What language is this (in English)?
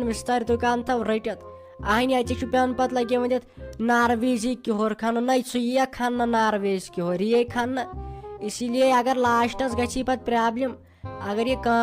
Kashmiri